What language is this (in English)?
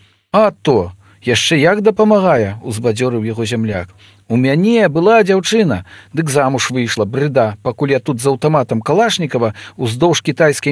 Belarusian